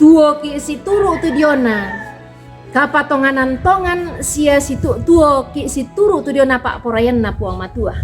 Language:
Toraja-Sa'dan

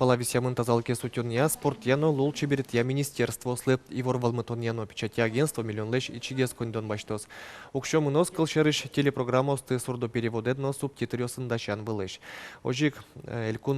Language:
Udmurt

